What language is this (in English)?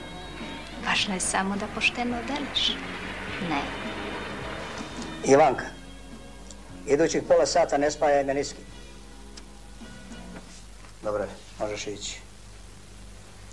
Croatian